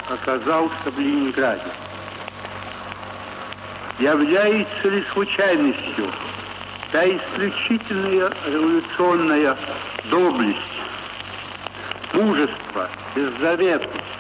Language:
Russian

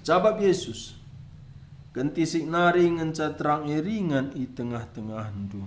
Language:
Batak Karo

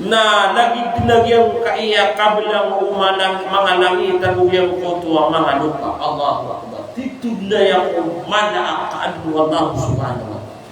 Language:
Maranao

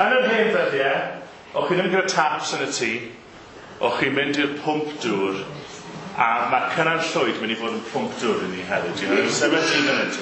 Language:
Welsh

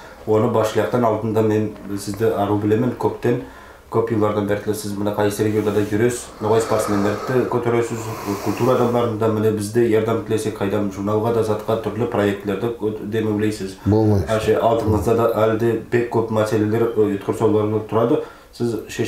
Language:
Nogai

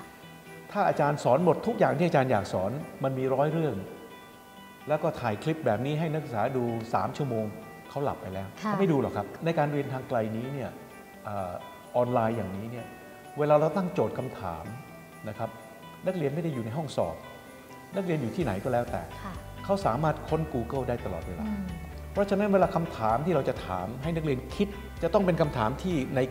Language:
Thai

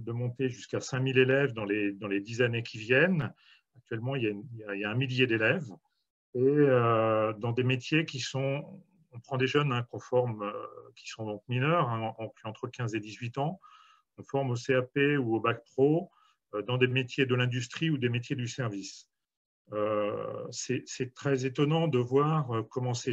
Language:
French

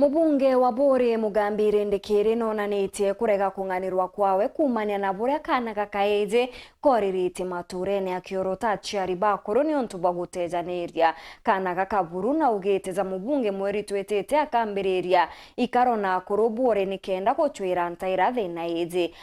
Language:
Meru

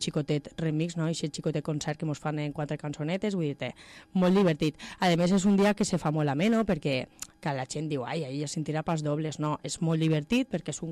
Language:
Catalan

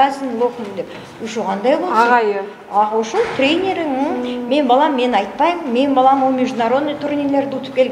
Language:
Kyrgyz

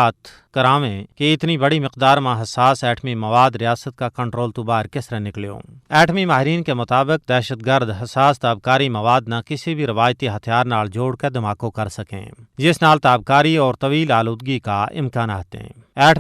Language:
Gujari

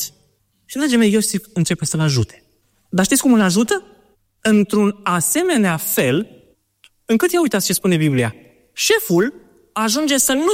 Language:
Romanian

